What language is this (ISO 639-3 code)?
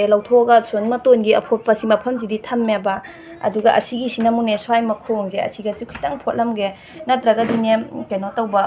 mni